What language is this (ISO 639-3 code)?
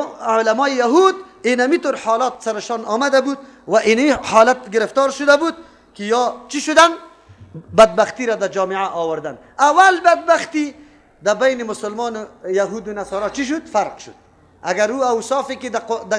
fas